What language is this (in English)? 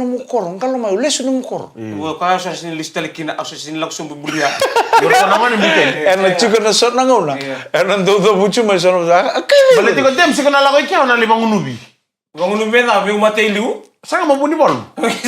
Fijian